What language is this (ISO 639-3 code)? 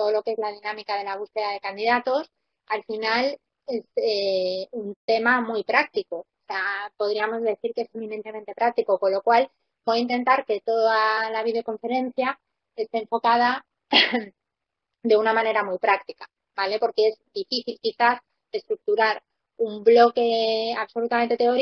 spa